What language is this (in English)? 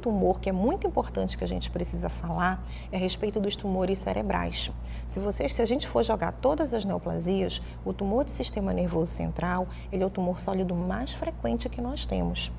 Portuguese